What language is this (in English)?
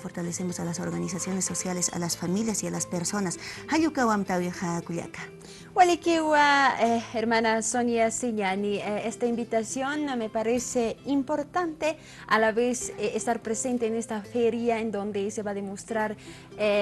Aymara